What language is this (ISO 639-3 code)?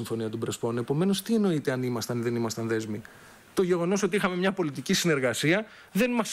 ell